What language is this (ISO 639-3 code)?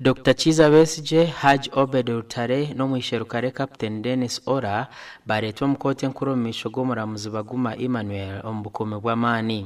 nyn